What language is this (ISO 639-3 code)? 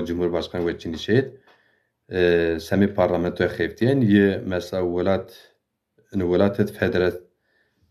zza